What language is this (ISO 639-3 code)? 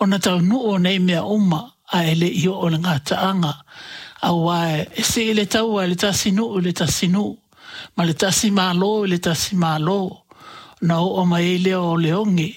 smo